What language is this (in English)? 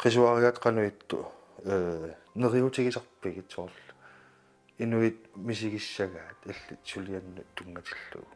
Kalaallisut